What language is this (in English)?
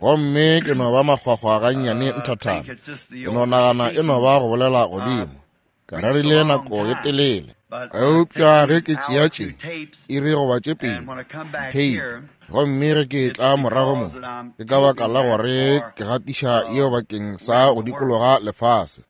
Northern Sotho